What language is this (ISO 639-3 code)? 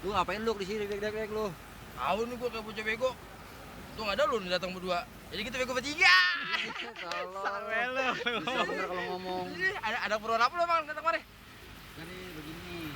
bew